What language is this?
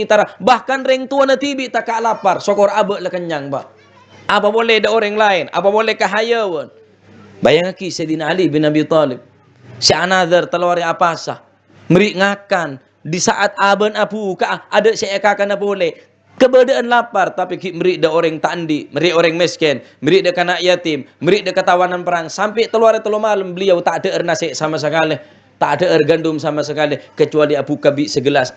Madurese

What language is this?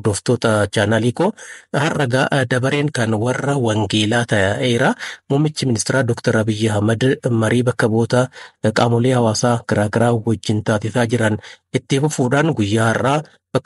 Oromo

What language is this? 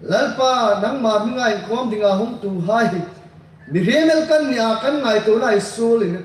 Hmar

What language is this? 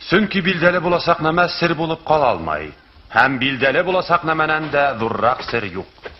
Bashkir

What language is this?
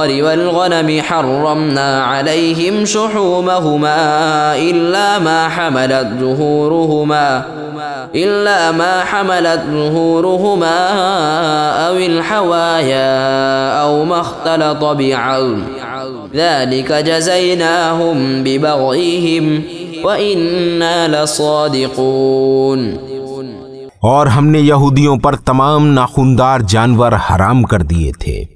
Urdu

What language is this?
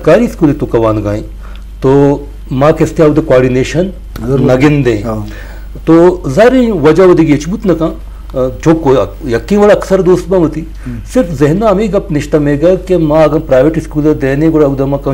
Eastern Balochi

